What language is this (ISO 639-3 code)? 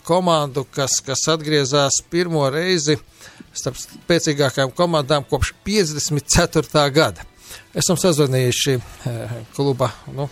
lav